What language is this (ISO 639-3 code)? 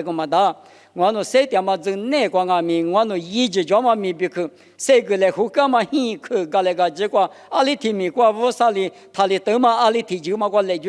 lis